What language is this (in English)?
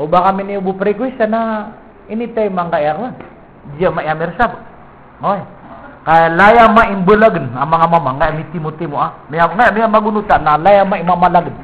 Maranao